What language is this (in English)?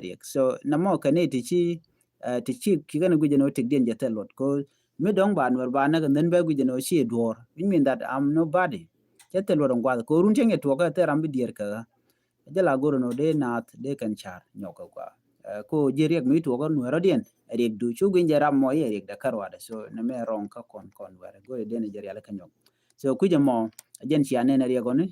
Nuer